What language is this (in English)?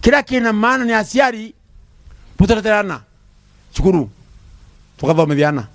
Meru